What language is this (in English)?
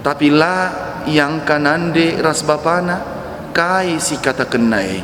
Batak Karo